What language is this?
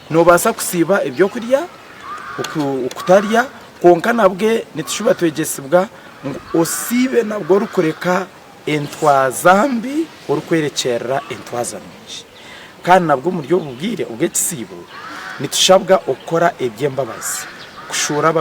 Nyankole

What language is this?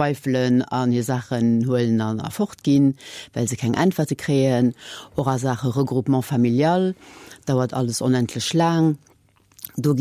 Luxembourgish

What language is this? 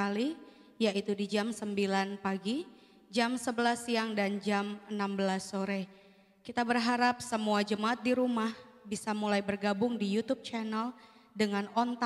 Indonesian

